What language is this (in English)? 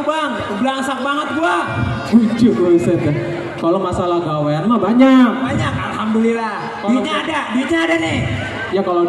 Betawi